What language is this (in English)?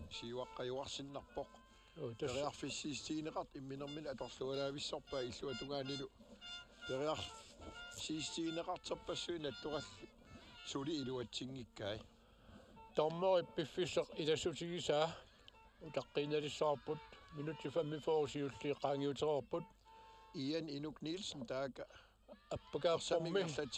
Kalaallisut